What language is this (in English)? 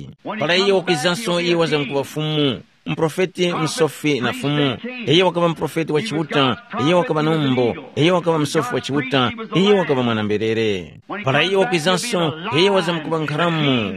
Tumbuka